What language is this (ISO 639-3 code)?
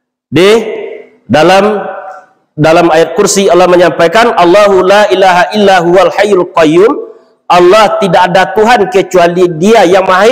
min